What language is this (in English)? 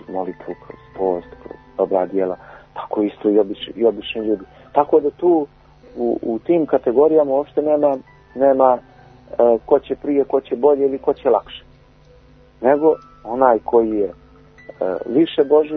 Serbian